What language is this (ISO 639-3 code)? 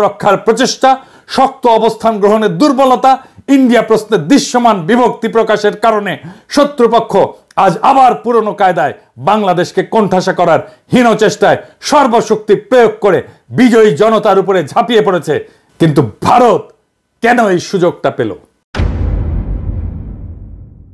ben